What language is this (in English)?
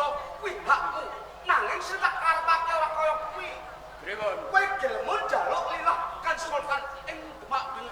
Javanese